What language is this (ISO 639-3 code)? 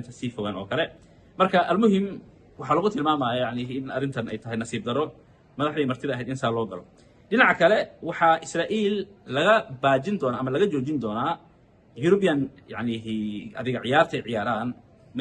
som